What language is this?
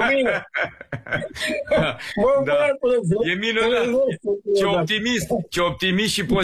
Romanian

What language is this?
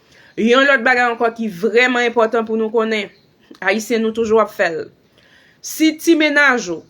Haitian Creole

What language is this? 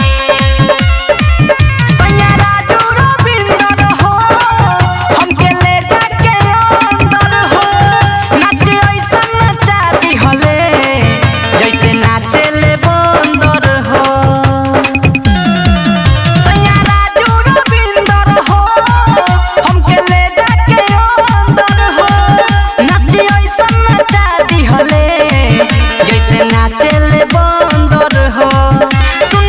Bhojpuri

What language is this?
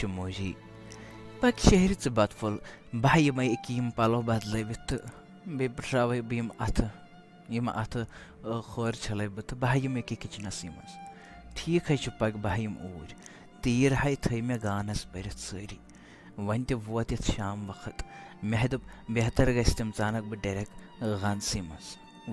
Kashmiri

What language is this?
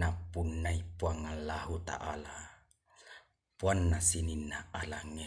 Buginese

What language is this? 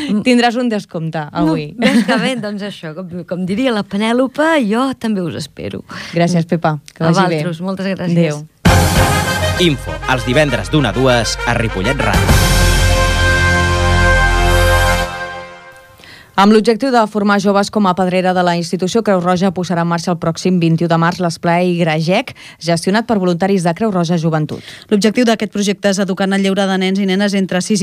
Catalan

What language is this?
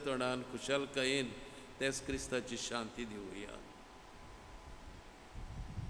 Konkani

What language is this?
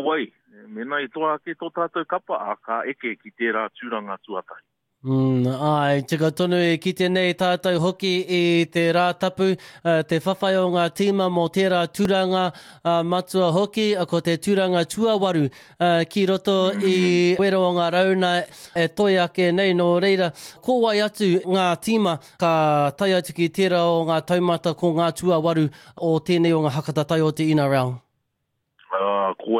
Māori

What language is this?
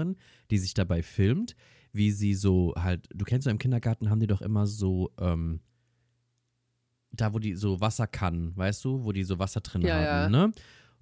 German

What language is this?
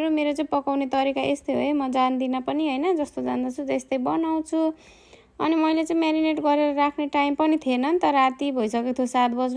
Nepali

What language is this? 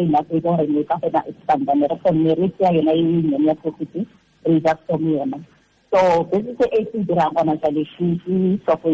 Tswana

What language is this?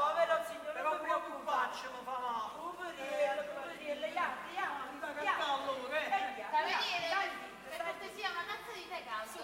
Neapolitan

